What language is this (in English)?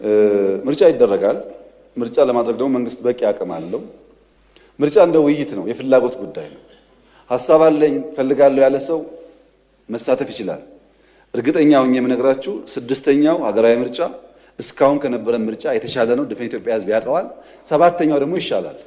Amharic